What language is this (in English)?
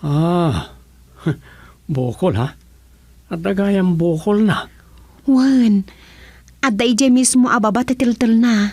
Iloko